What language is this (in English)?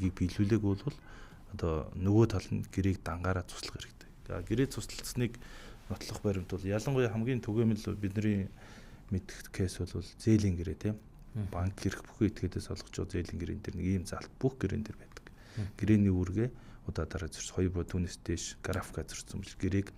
Mongolian